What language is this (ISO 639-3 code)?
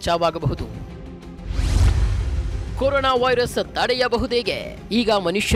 kan